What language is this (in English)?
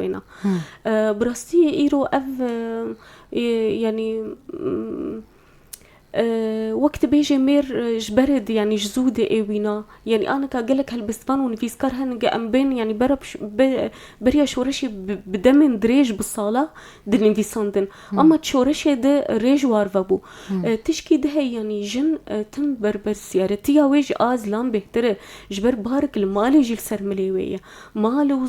Kurdish